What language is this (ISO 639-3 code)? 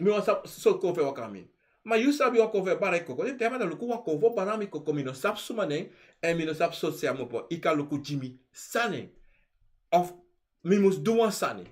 srn